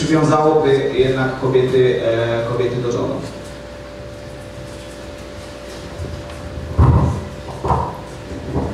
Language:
Polish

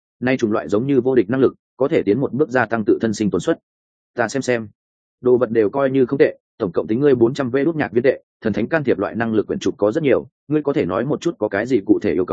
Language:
Vietnamese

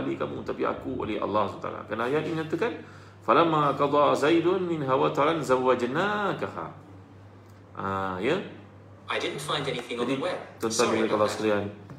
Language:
Malay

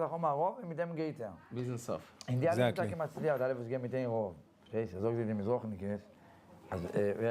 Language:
Yiddish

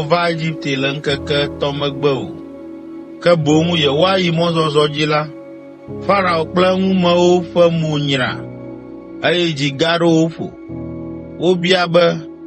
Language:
Ewe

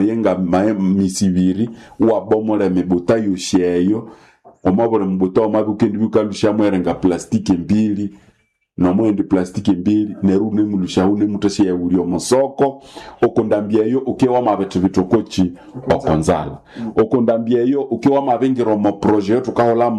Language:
Nande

